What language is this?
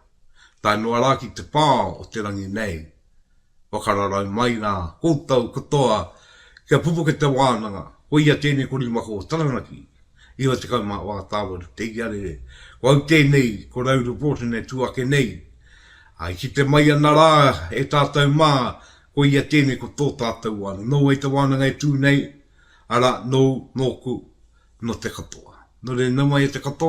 Māori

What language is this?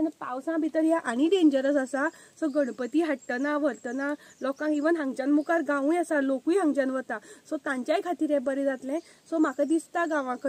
Konkani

